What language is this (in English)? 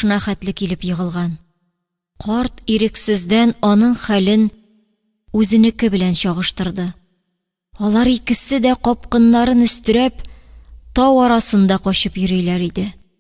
Tatar